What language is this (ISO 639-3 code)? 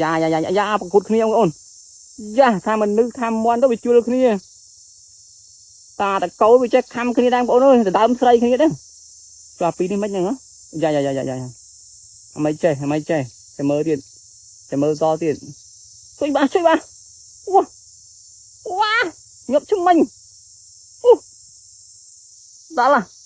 khm